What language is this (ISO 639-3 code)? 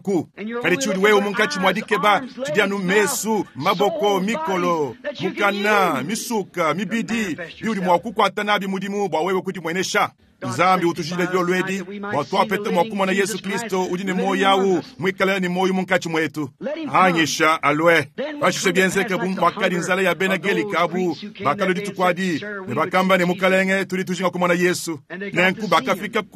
lua